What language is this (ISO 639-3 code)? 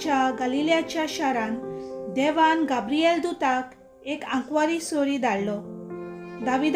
kok